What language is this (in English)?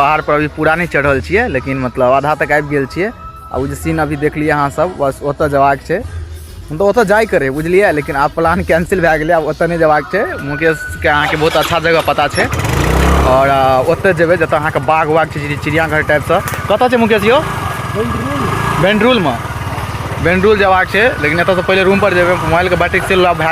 Maithili